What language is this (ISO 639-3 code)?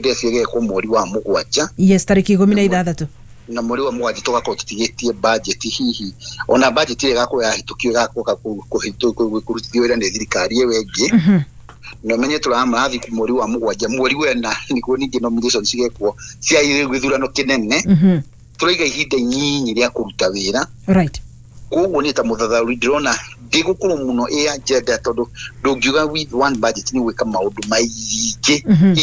kik